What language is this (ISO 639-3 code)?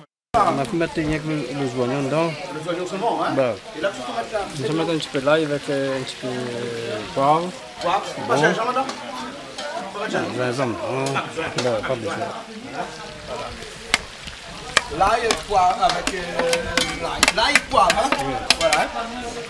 fra